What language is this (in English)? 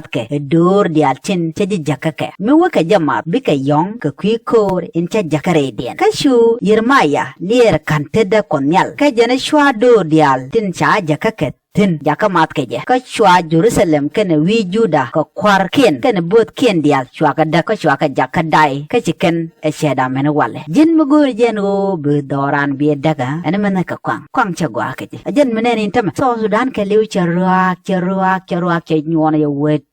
Nuer